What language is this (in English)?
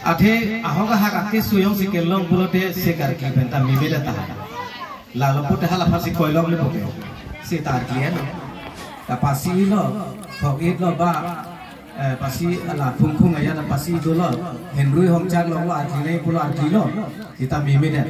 Karbi